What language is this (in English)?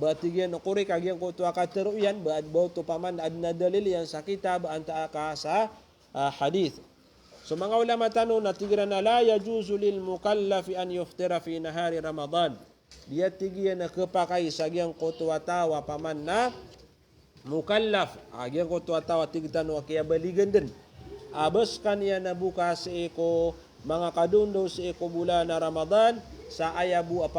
Maranao